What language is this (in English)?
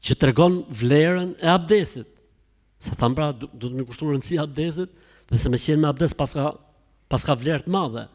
Albanian